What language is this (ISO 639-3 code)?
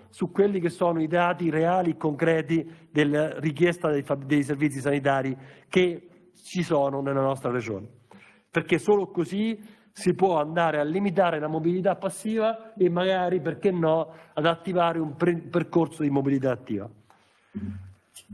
ita